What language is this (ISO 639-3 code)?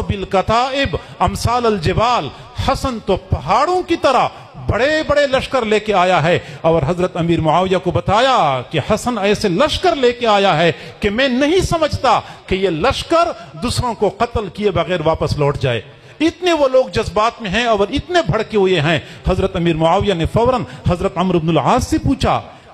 urd